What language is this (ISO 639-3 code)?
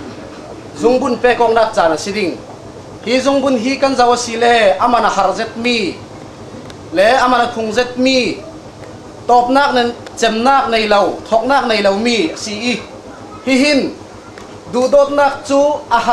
cfm